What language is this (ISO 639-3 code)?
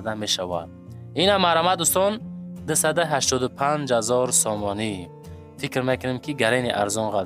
tgk